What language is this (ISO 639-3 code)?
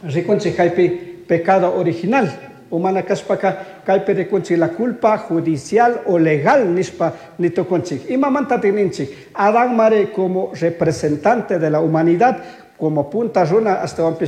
qug